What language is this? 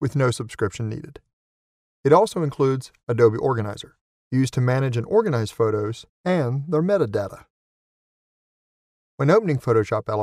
English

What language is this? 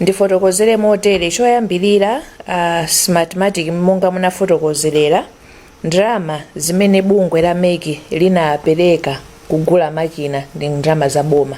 Nyanja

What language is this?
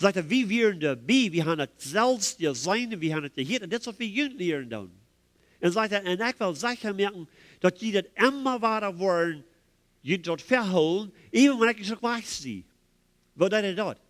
Plautdietsch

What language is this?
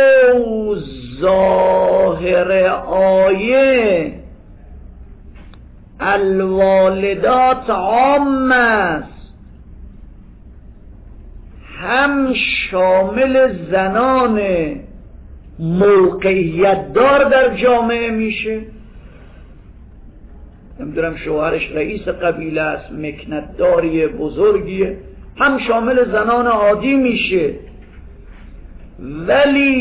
Persian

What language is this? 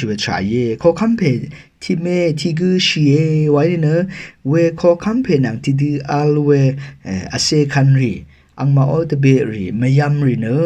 Rawang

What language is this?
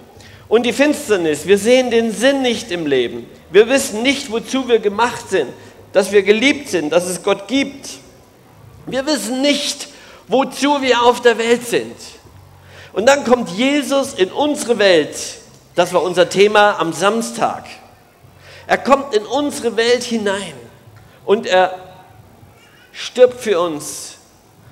German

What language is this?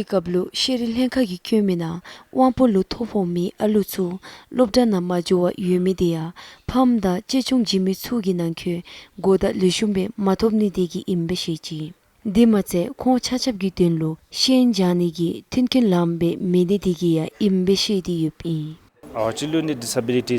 Dzongkha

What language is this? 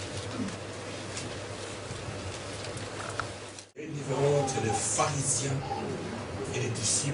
French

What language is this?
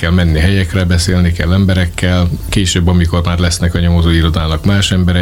Hungarian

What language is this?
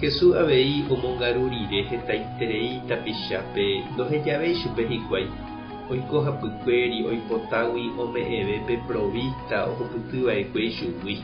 Guarani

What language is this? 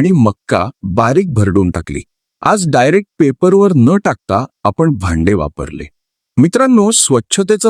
Marathi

